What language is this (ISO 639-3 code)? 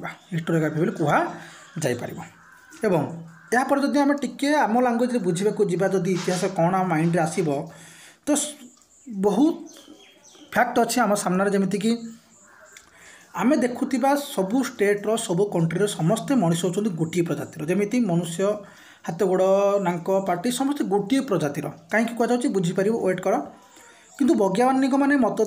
ori